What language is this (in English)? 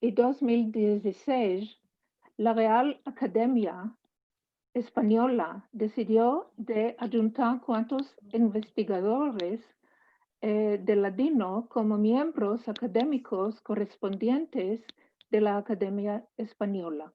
Ladino